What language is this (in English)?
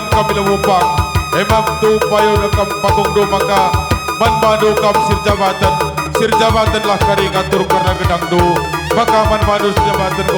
Batak Karo